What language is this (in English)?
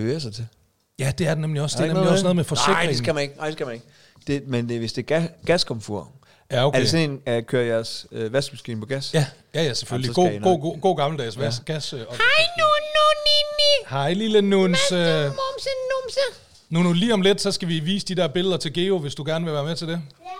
Danish